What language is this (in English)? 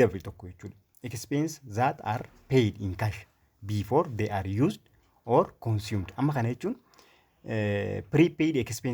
Oromo